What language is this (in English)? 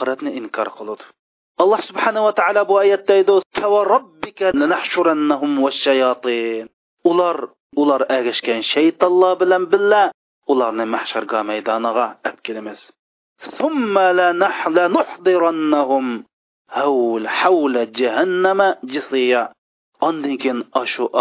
Uyghur